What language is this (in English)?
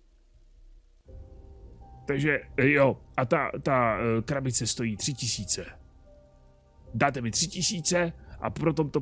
Czech